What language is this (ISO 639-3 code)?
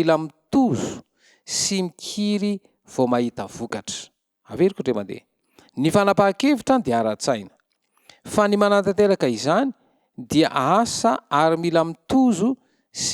mlg